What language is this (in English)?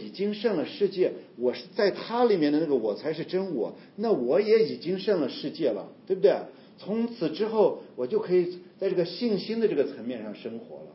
Chinese